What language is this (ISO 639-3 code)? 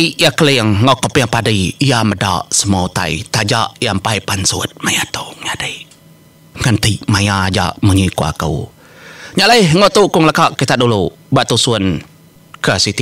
iba